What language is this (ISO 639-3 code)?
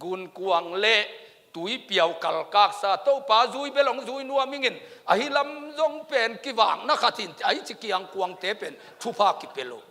ctd